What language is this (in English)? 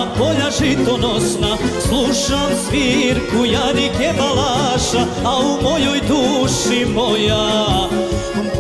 Serbian